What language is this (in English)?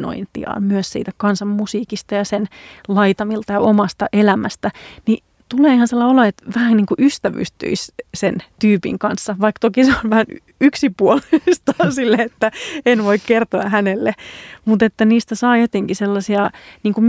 Finnish